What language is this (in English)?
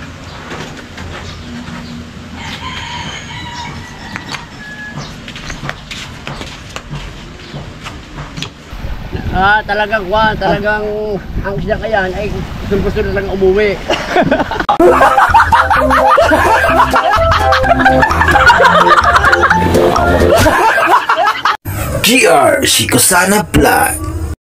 Filipino